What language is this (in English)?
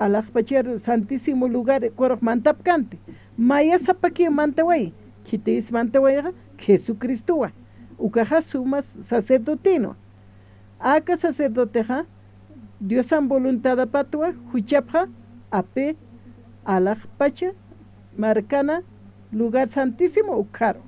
Aymara